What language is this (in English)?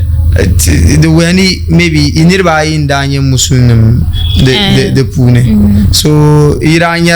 Dagbani